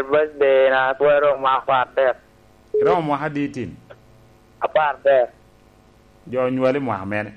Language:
Lango (Uganda)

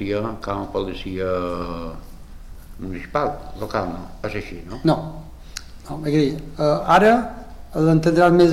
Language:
Catalan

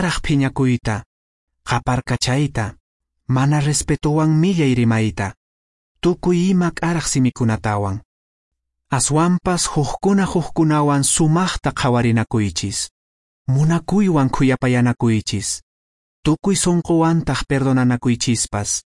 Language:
Quechua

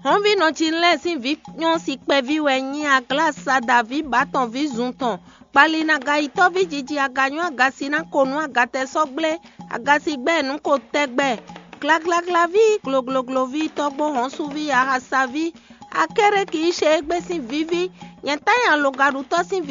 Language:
Fon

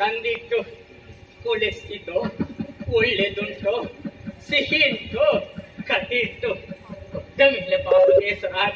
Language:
Kannada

